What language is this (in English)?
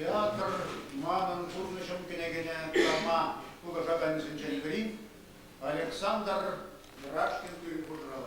Chuvash